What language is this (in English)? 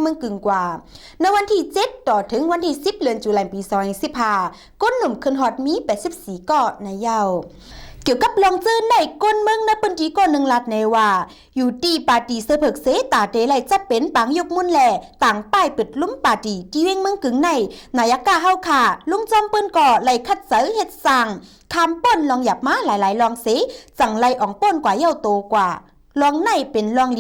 Shan